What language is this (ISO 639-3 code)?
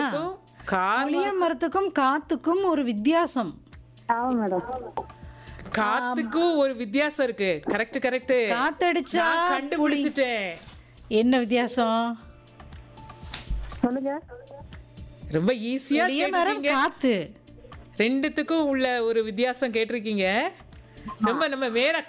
tam